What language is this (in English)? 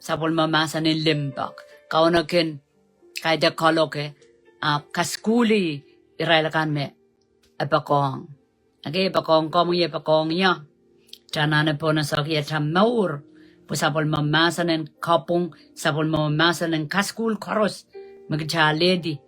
Pohnpeian